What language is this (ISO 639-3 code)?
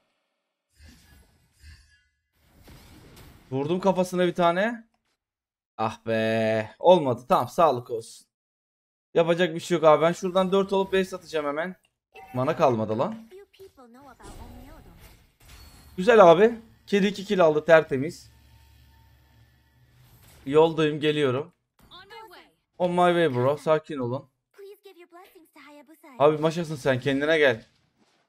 tur